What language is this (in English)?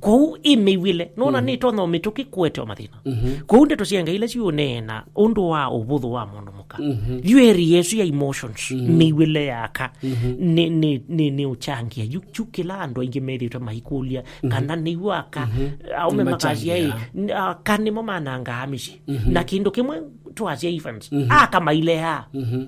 Kamba